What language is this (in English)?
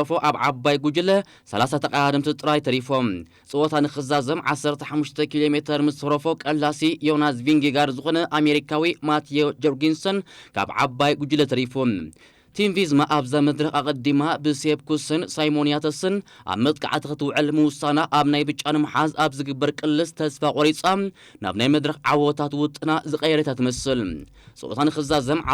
Tigrinya